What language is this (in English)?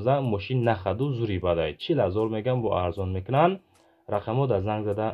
Tajik